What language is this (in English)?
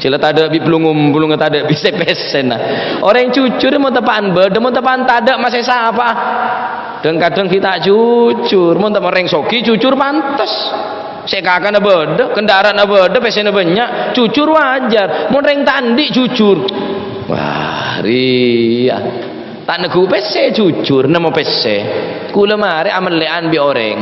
Madurese